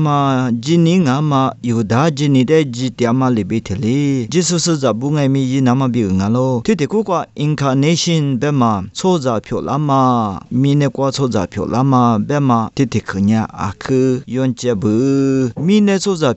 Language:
Lisu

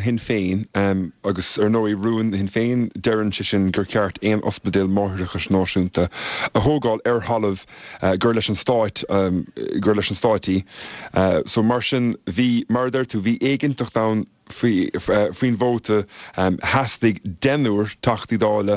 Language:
Irish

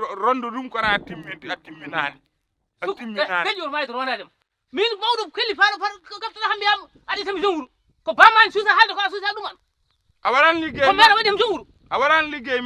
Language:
Fula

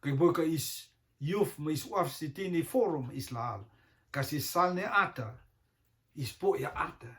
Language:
Rotuman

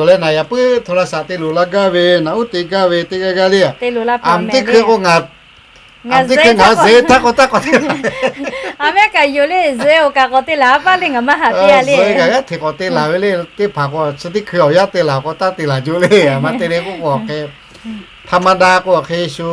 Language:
Lahu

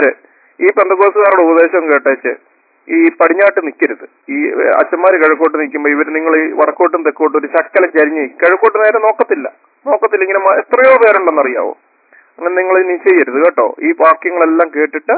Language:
Malayalam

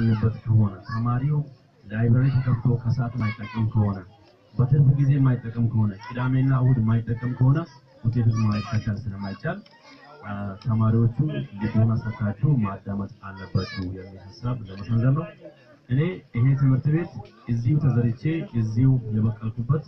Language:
Amharic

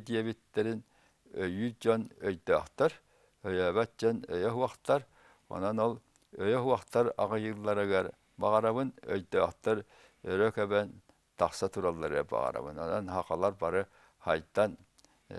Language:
Tatar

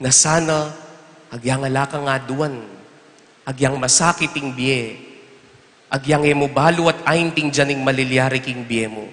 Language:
Pampanga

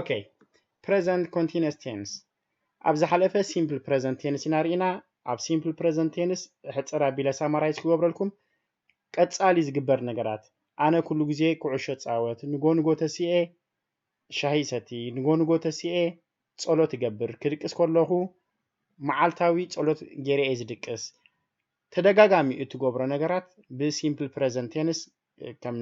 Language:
Tigrinya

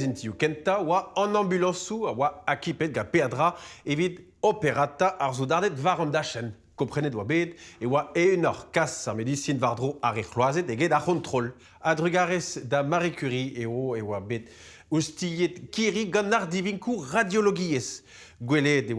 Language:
Breton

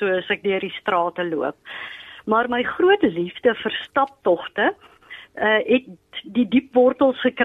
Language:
Afrikaans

